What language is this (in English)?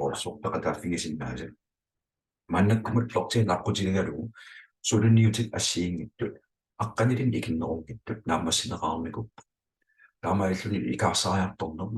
Kalaallisut